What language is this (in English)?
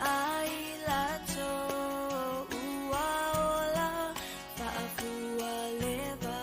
Samoan